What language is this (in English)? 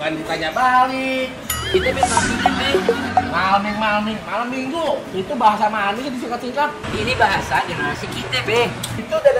Betawi